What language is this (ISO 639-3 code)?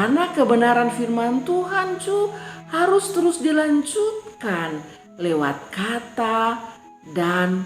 mkn